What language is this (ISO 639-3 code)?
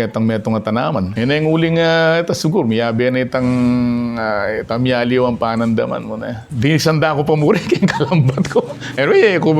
pam